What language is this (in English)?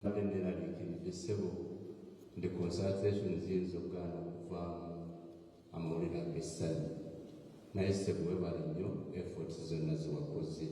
Ganda